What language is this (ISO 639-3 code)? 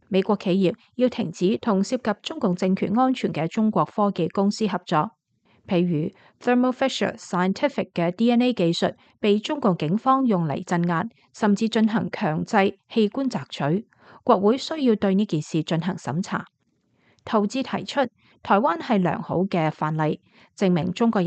yue